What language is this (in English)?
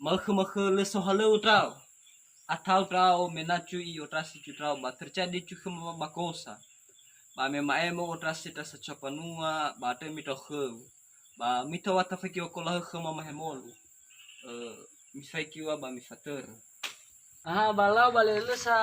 Nias